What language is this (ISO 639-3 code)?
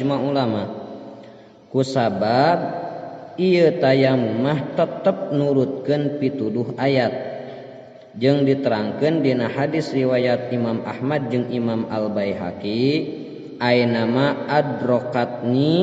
sun